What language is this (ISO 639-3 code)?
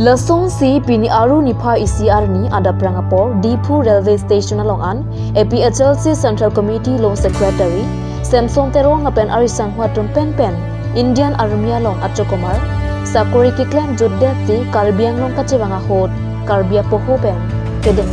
mjw